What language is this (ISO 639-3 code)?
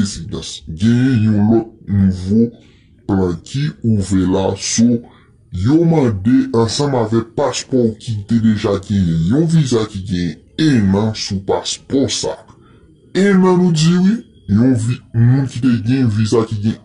hat